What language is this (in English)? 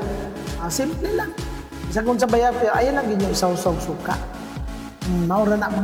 Filipino